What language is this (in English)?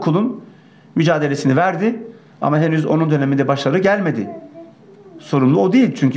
Turkish